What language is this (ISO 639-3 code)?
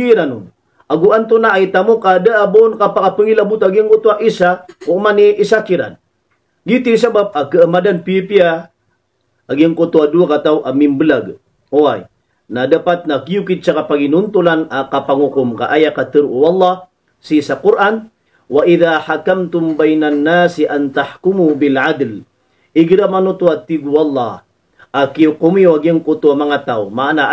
mrw